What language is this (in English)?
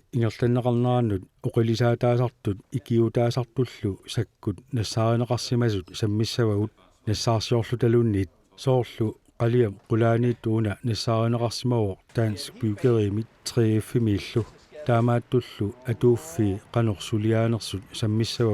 Kalaallisut